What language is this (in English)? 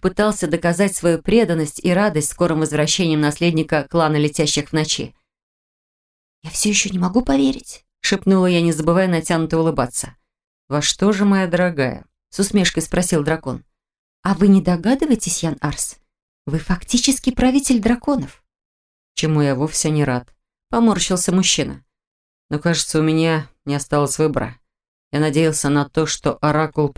Russian